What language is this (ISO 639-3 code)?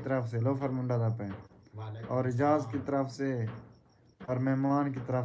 skr